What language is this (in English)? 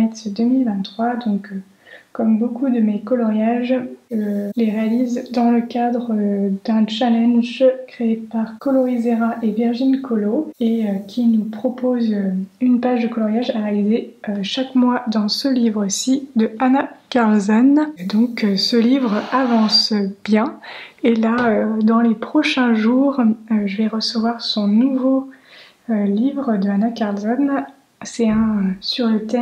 French